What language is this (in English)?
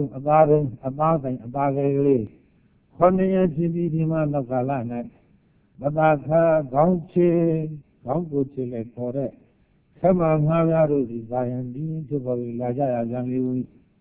Burmese